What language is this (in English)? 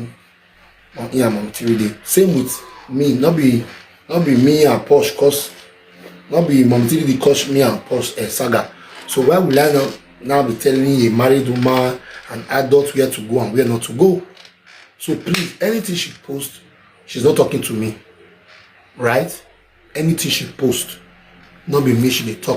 Nigerian Pidgin